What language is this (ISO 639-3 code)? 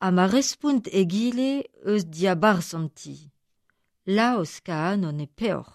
bre